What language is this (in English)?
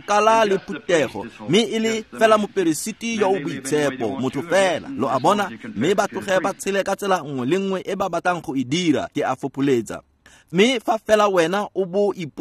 Tswana